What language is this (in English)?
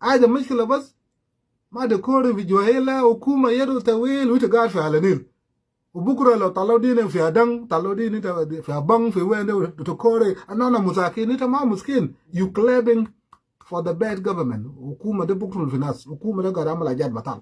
Sudanese Creole Arabic